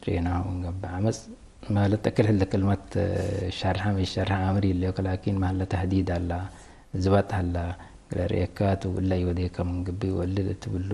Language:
Tigre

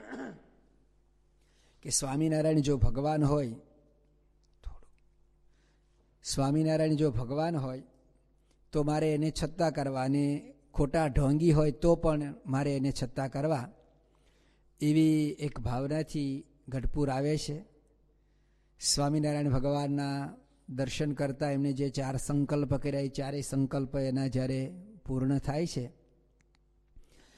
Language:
Gujarati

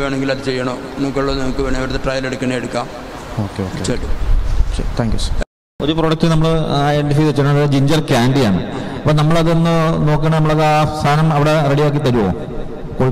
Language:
Malayalam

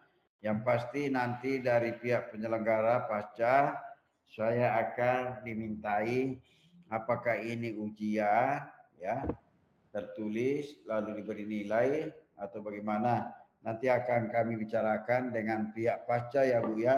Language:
Indonesian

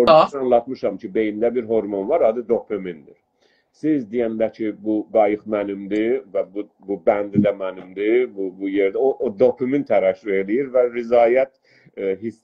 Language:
South Azerbaijani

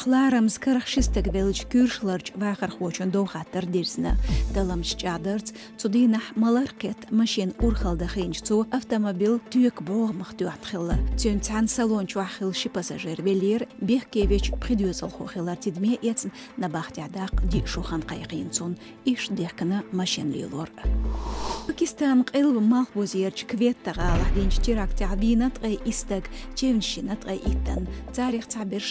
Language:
Chechen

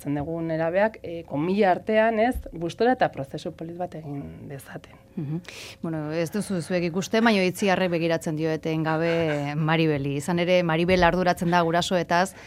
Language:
Basque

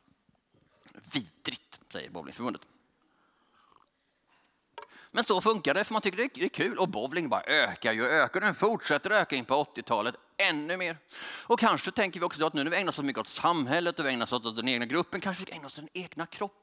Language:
Swedish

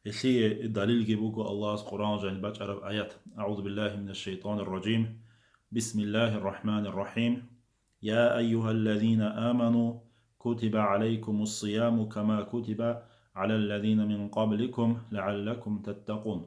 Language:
Avaric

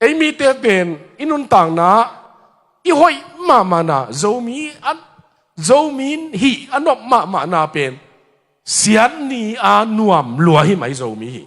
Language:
Tedim Chin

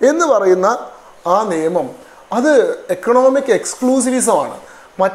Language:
Malayalam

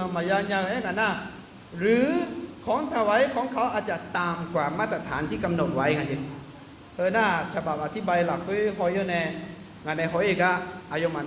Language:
Akha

